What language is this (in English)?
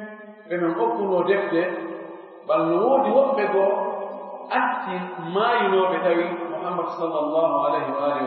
Fula